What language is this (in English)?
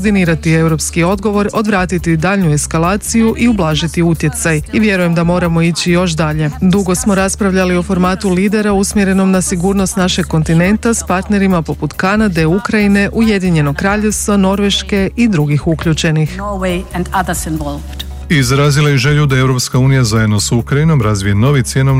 Croatian